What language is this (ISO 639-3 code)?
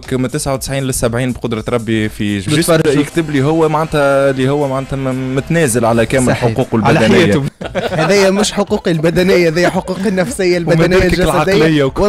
aeb